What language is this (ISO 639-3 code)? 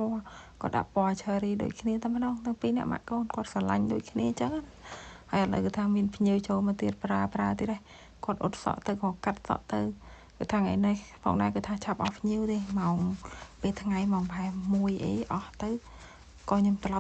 khm